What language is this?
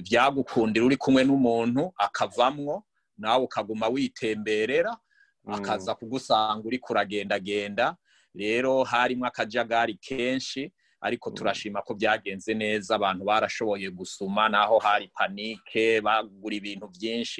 Rundi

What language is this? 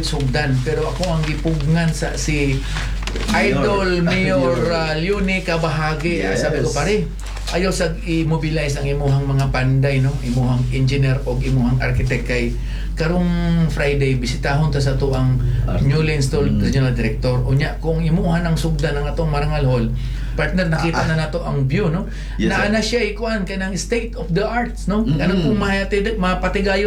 Cebuano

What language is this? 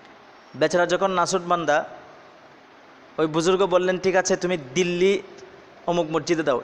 Bangla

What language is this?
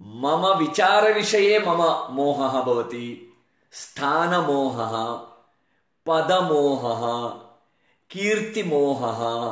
Sanskrit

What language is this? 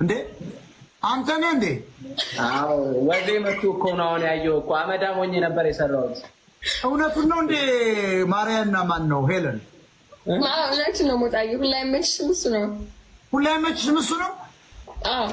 Amharic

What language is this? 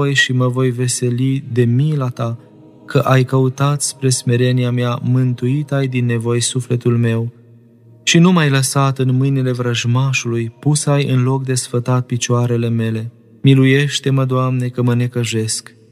Romanian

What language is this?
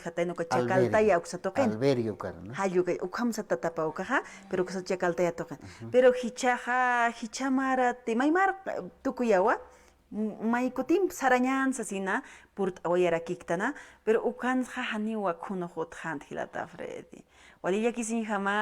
Aymara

